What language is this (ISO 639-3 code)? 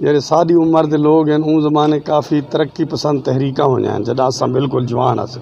skr